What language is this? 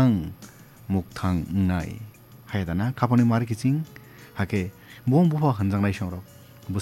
Kok Borok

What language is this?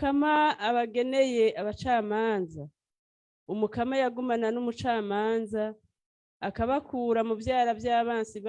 Rundi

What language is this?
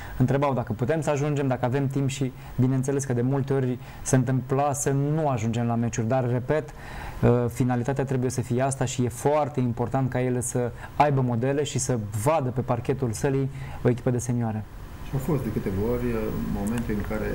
Romanian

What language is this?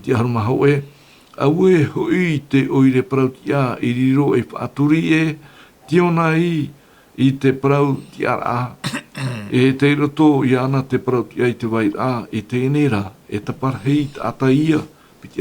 Tahitian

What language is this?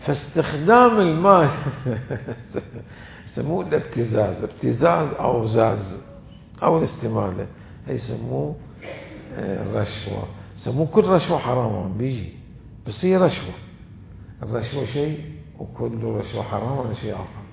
Mesopotamian Arabic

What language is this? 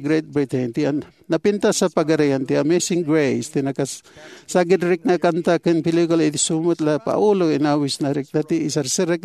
Iloko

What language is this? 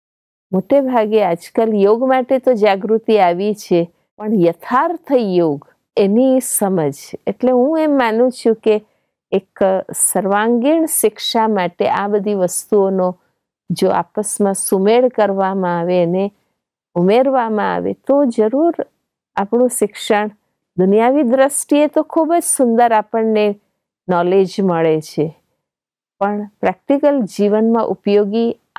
Gujarati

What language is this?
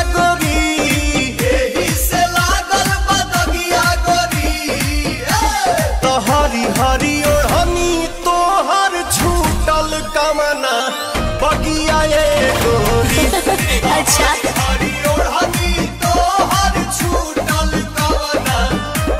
Bhojpuri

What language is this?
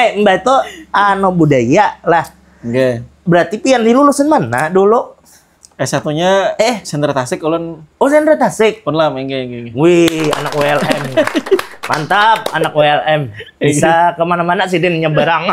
Banjar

